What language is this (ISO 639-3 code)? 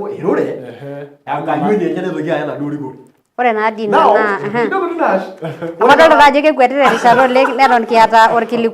mas